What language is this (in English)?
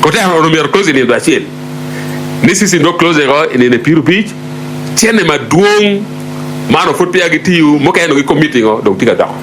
Acoli